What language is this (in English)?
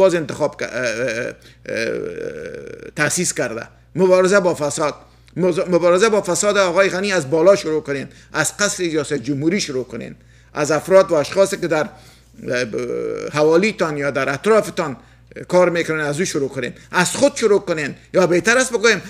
Persian